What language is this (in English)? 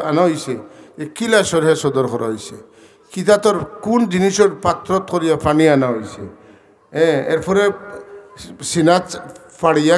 Sylheti